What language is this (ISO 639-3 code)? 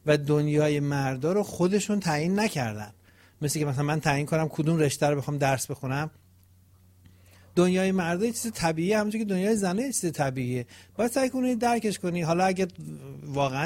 fas